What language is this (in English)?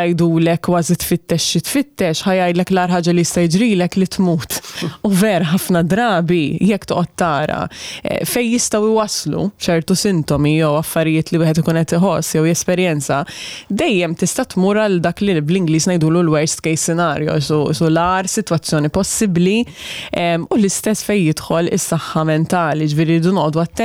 Maltese